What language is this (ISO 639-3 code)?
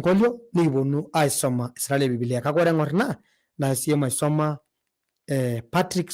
mas